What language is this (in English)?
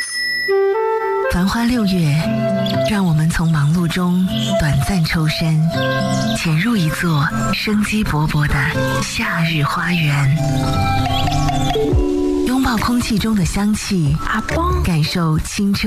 Chinese